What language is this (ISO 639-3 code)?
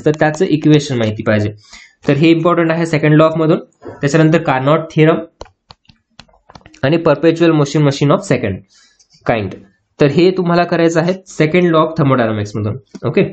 mar